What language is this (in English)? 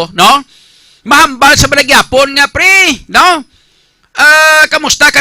Hiligaynon